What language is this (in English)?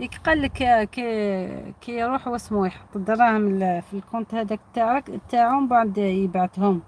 Algerian Arabic